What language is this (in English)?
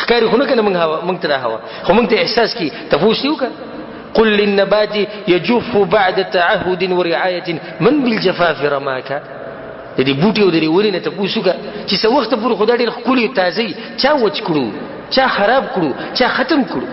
Pashto